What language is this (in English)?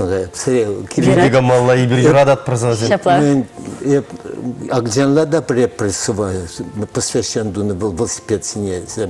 Chuvash